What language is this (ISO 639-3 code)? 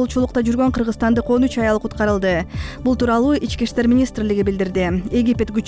kir